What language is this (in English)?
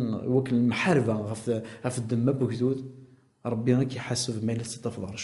Kabyle